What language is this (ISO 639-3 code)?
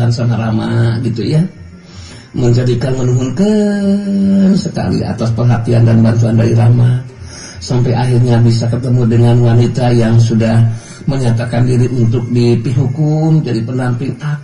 sun